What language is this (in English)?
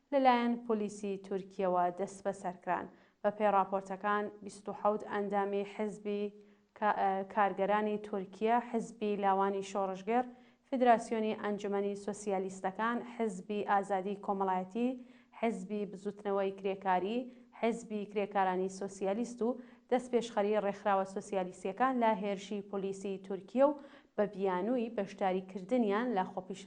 Central Kurdish